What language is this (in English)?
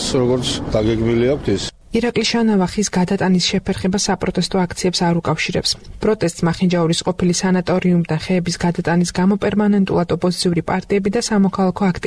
Georgian